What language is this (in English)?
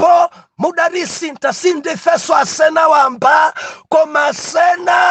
Nyanja